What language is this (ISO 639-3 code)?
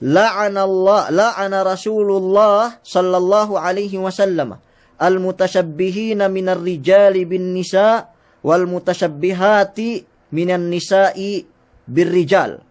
yka